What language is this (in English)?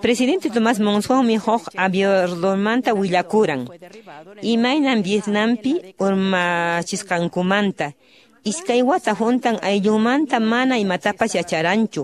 Quechua